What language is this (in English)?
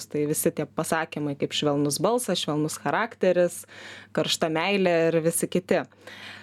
Lithuanian